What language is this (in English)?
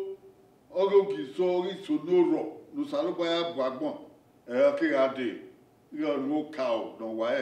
Bini